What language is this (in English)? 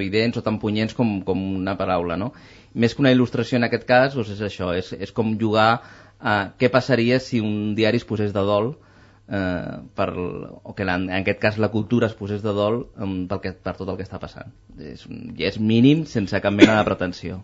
Catalan